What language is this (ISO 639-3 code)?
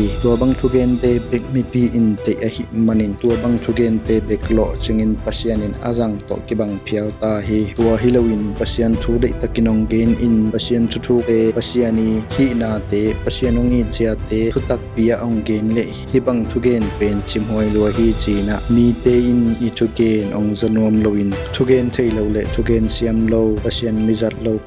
ctd